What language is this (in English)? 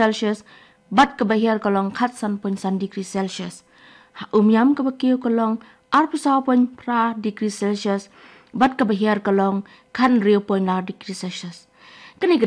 Khasi